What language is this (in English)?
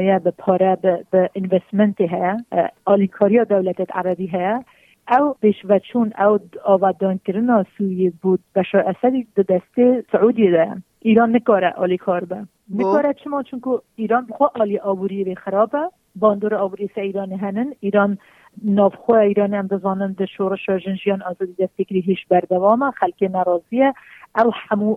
Kurdish